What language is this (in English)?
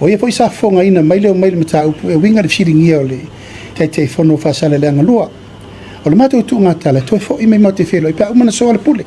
Samoan